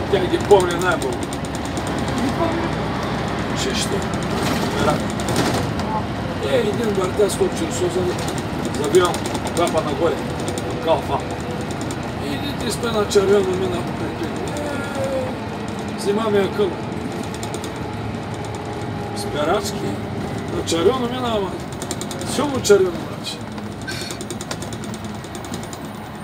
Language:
Bulgarian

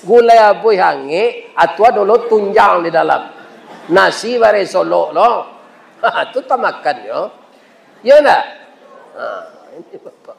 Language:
Minangkabau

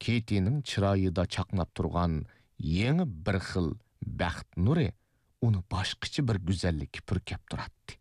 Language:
Uyghur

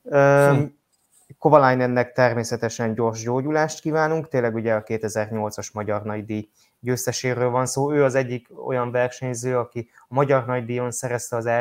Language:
Hungarian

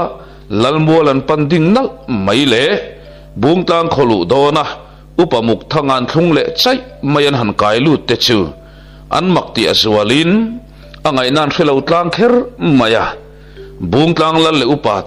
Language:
Mizo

